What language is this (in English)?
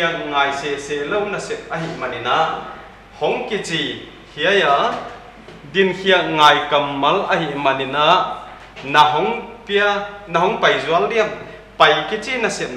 Paite Chin